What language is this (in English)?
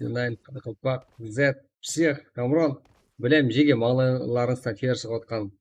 Kara-Kalpak